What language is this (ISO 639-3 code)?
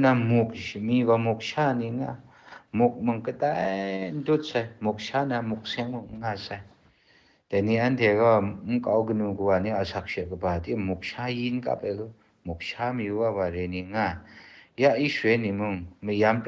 kac